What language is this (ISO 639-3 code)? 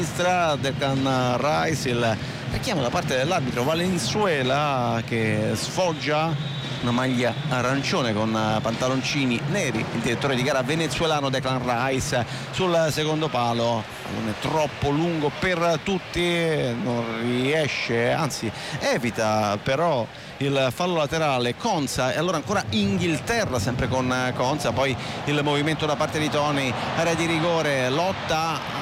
ita